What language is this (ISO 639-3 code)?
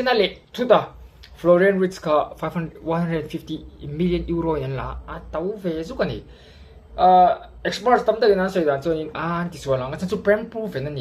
lus